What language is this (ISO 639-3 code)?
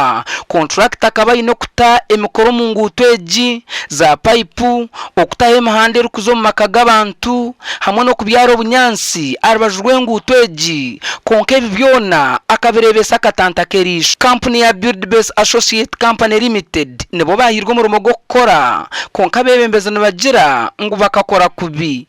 nyn